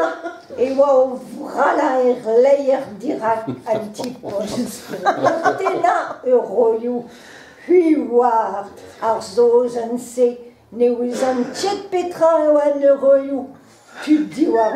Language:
Breton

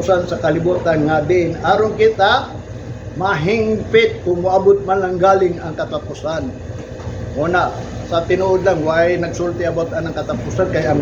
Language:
Cebuano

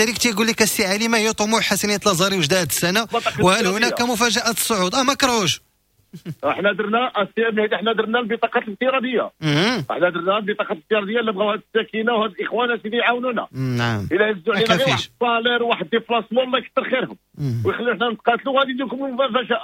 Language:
Moroccan Arabic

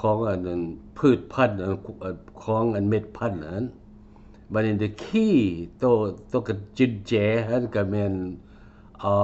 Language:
Lao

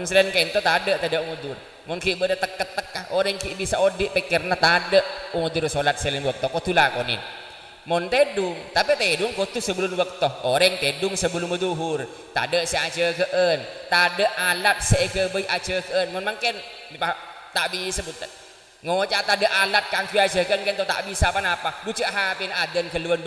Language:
Madurese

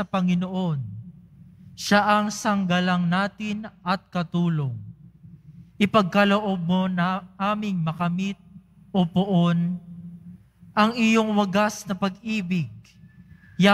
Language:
Filipino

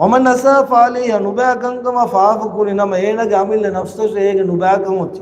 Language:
Divehi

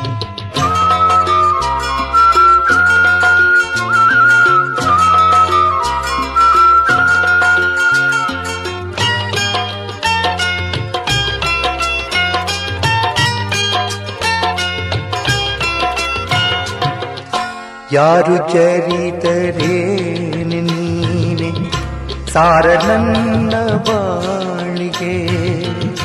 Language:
Kannada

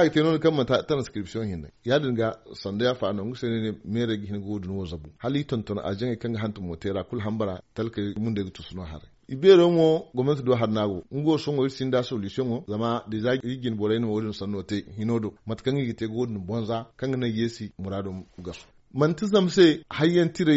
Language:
Zarma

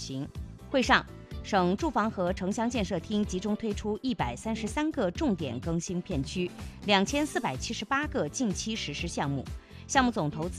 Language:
Chinese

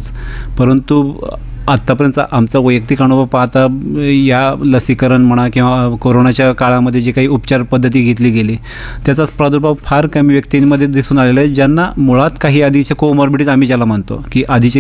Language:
Marathi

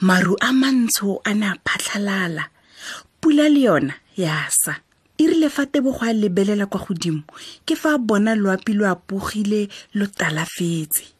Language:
Tswana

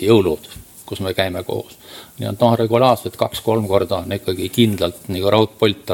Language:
Estonian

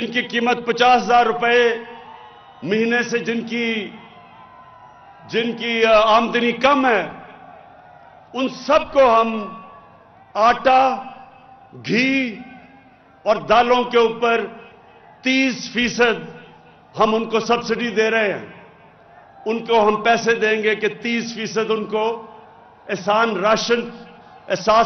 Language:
Urdu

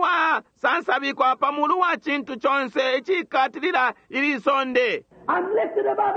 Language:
Bemba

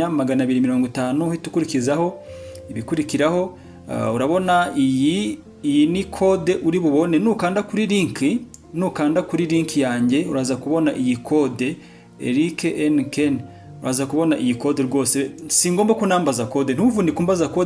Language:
Kinyarwanda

